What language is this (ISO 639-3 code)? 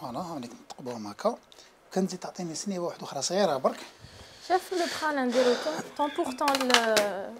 arq